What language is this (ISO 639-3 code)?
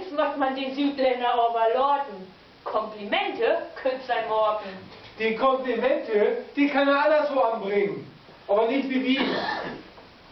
nds